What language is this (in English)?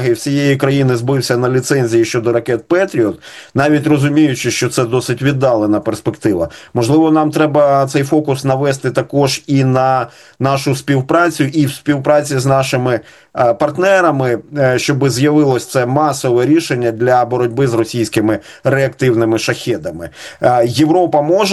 Ukrainian